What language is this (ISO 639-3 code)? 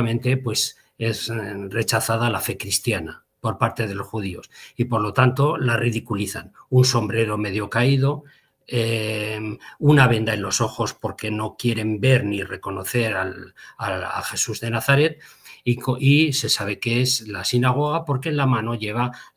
lad